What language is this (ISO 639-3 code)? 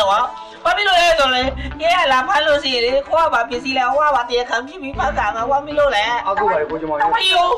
mya